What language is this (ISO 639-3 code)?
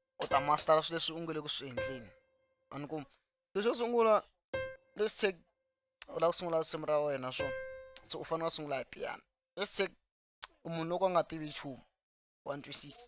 tso